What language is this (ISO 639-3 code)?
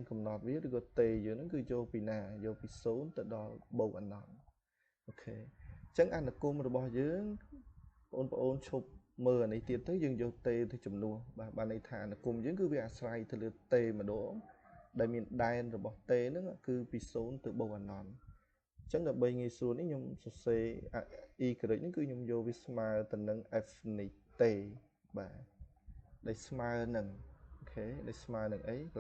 khm